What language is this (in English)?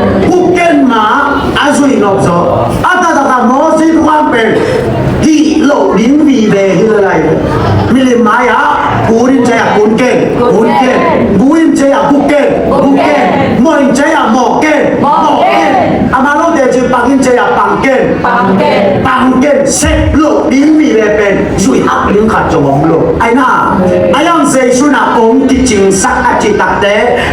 Tedim Chin